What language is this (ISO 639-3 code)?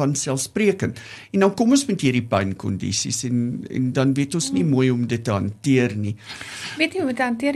afr